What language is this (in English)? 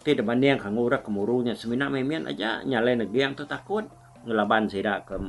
Iban